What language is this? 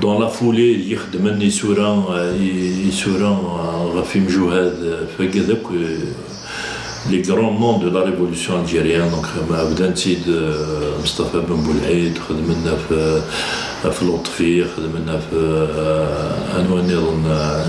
Kabyle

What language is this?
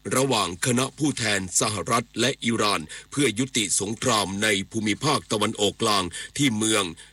Thai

